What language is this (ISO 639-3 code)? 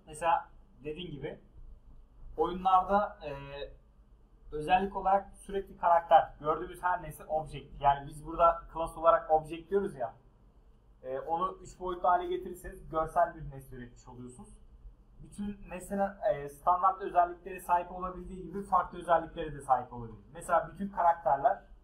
tur